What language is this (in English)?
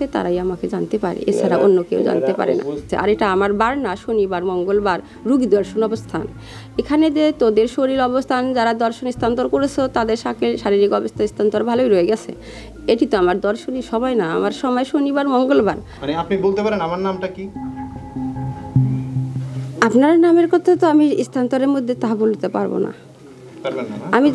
Bangla